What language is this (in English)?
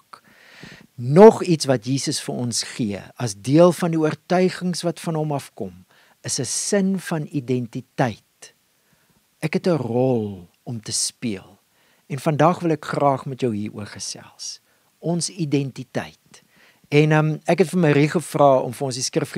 Afrikaans